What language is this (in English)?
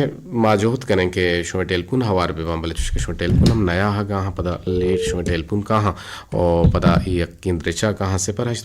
Eastern Balochi